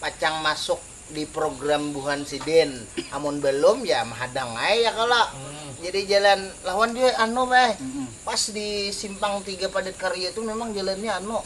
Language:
Banjar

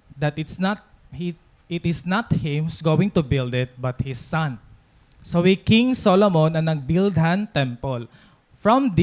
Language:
Waray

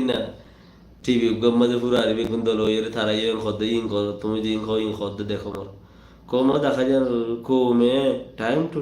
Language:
Rohingya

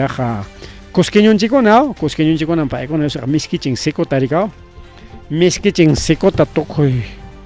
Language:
Ayacucho Quechua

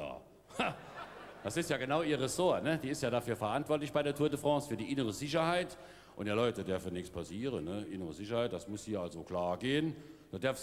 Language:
Palatine German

